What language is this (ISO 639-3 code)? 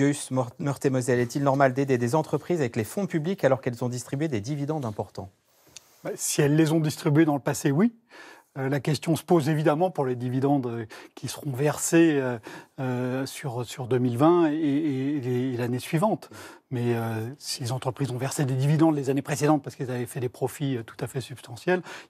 fra